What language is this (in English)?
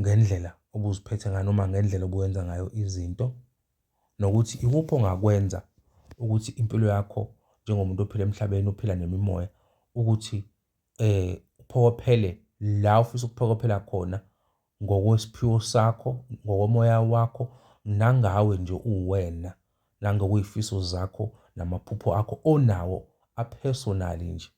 Zulu